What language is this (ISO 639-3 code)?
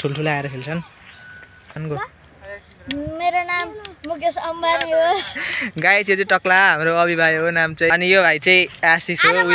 nep